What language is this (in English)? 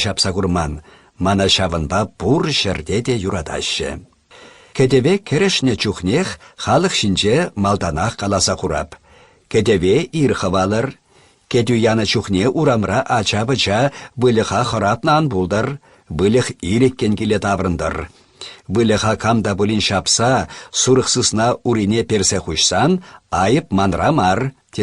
Chuvash